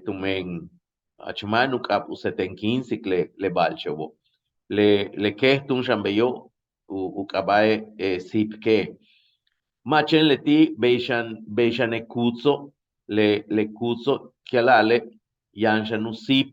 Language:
Yucateco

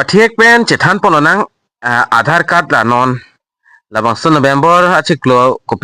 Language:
Karbi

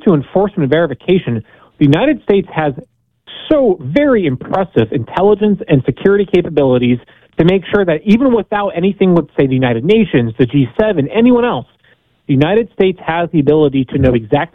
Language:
English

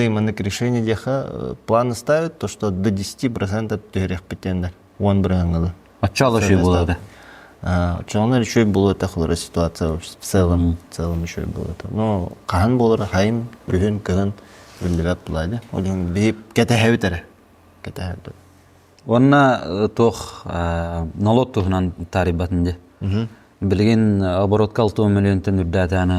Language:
Yakut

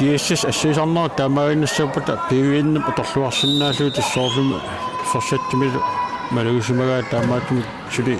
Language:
Kalaallisut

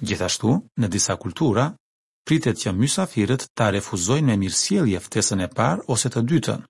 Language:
Albanian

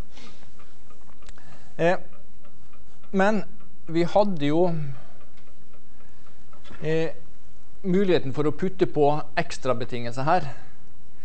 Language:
Norwegian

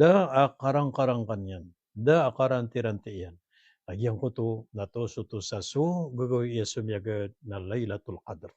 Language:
Maranao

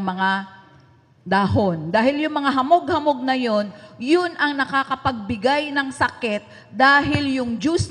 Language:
Filipino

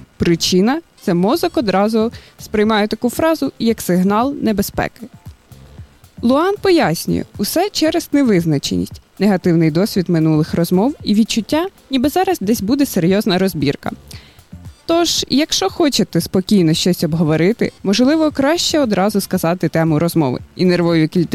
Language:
Ukrainian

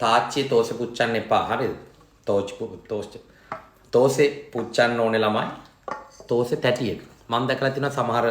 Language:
Sinhala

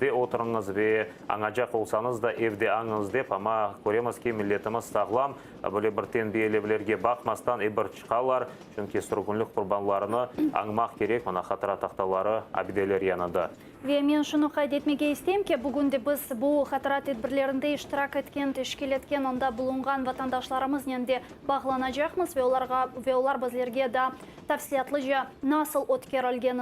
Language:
Crimean Tatar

